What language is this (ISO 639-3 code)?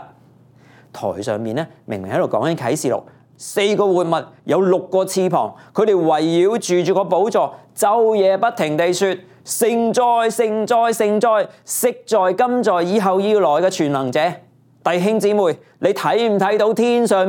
yue